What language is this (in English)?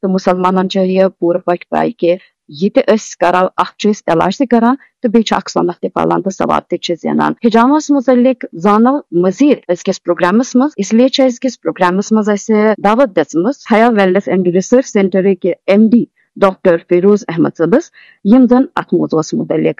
Kashmiri